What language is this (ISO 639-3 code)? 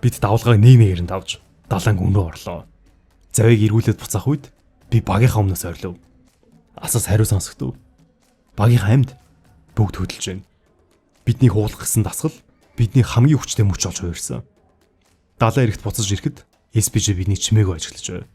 mon